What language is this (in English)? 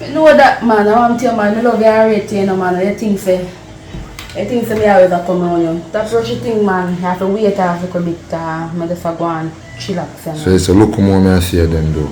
Jamaican Creole English